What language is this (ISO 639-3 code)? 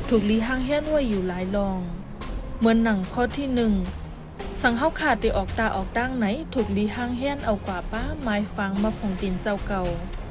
shn